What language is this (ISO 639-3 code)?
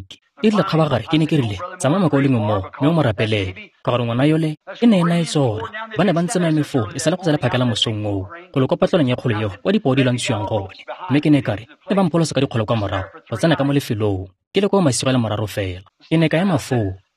tsn